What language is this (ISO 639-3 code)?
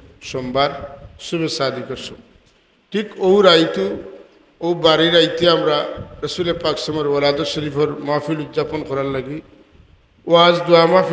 syl